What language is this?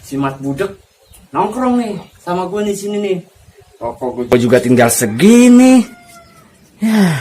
Betawi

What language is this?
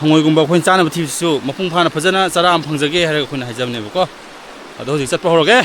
Manipuri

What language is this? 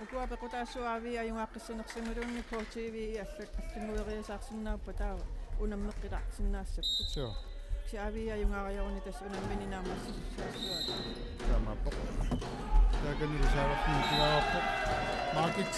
Kalaallisut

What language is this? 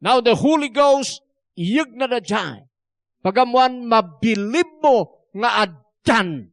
Iloko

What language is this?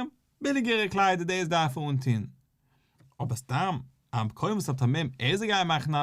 Yiddish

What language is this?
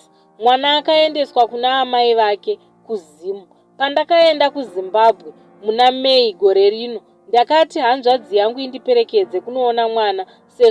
Shona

